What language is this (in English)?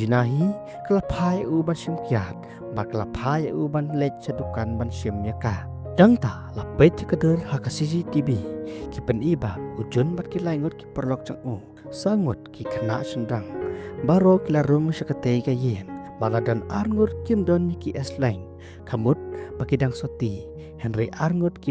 Khasi